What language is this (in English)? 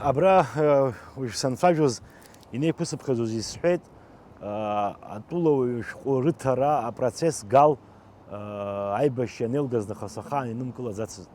Abkhazian